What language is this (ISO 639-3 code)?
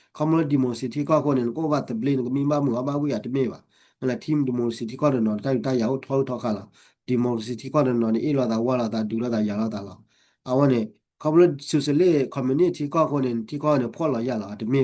ksw